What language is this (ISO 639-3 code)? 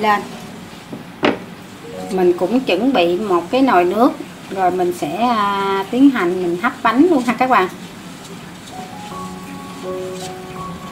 vie